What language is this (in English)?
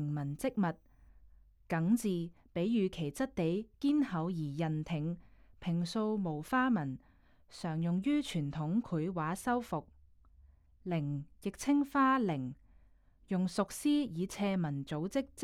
Cantonese